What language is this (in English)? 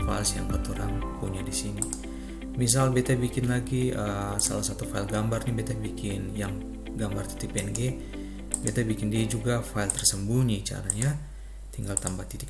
Ambonese Malay